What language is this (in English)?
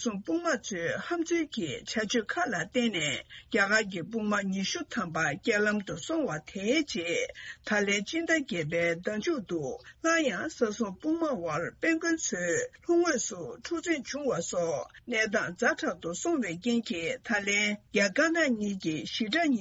Tibetan